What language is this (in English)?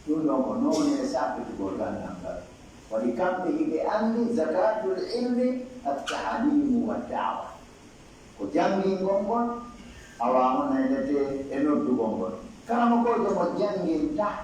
Pular